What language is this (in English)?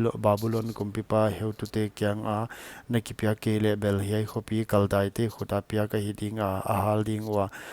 Paite Chin